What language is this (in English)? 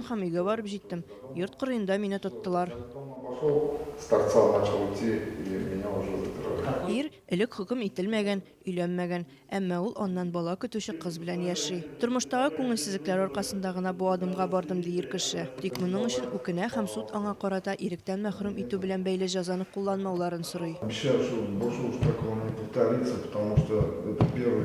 Tatar